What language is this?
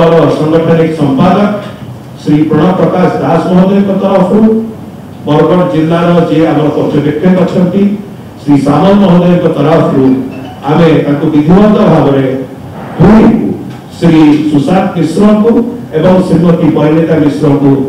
Odia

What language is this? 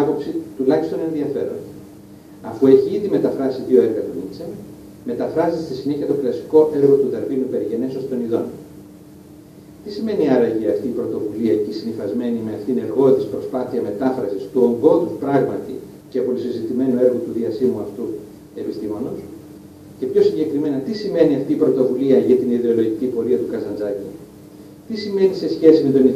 Greek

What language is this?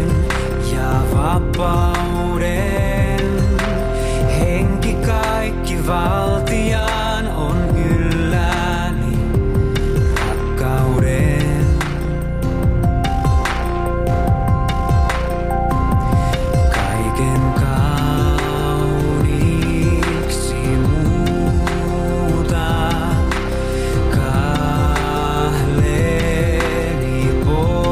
Finnish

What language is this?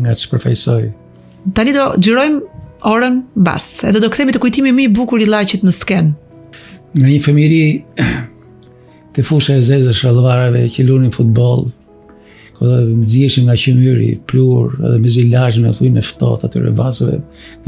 Albanian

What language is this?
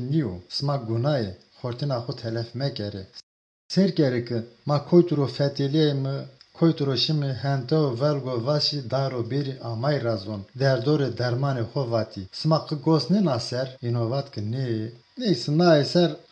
Zaza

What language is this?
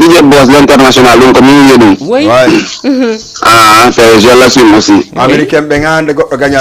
Fula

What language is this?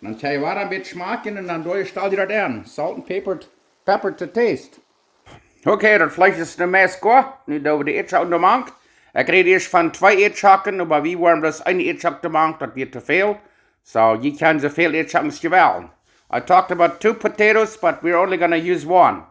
Plautdietsch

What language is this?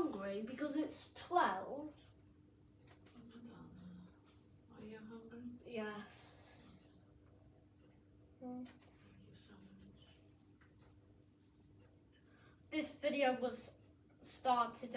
English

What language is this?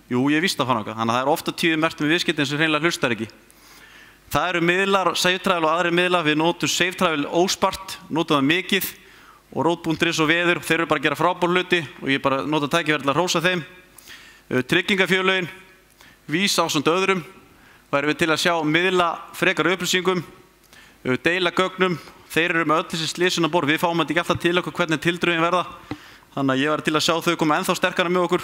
Icelandic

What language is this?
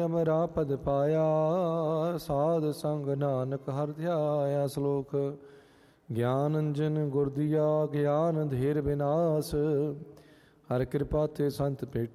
Punjabi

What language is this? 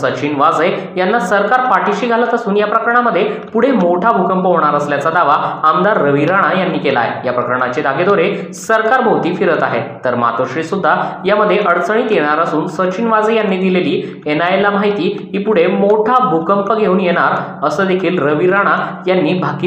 Marathi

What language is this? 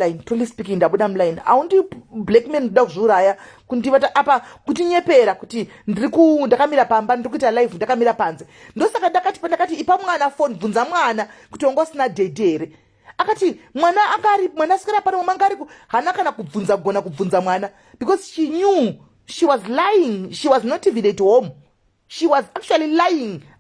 Shona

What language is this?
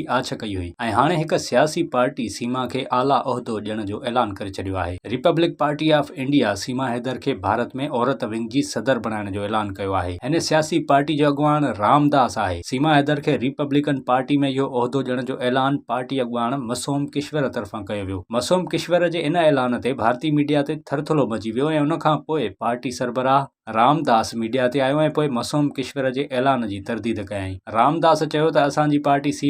Sindhi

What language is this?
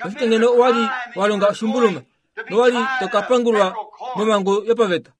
Kuanyama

